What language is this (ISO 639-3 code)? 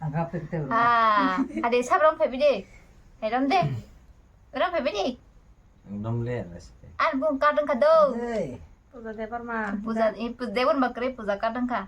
trp